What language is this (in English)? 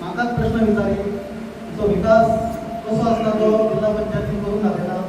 Konkani